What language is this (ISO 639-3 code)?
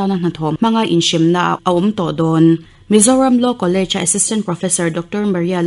lus